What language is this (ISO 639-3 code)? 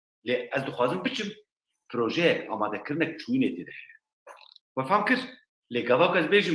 kur